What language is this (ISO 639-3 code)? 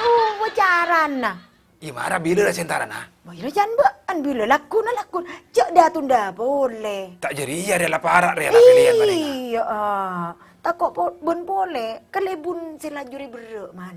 mad